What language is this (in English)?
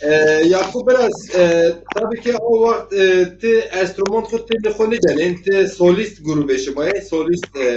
Zaza